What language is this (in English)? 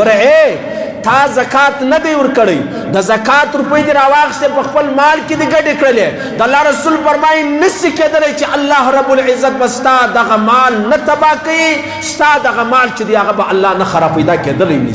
Pashto